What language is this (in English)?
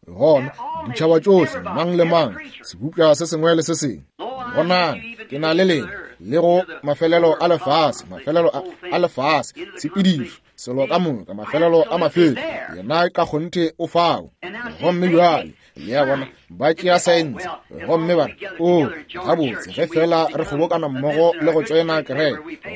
Northern Sotho